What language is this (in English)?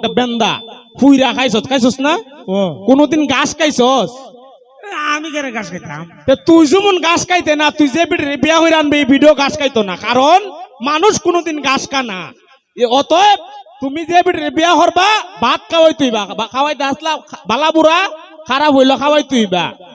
Sylheti